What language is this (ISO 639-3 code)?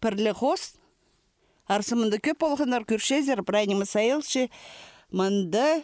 kjh